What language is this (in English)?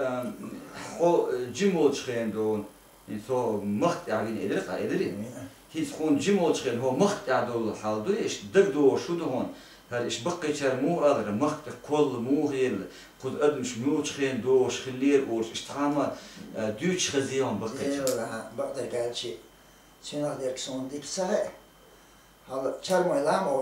Chechen